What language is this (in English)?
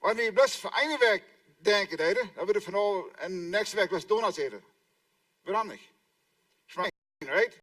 Plautdietsch